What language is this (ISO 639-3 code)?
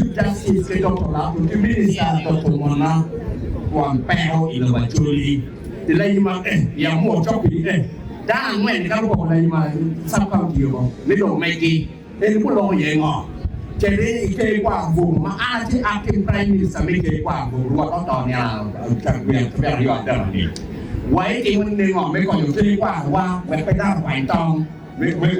ach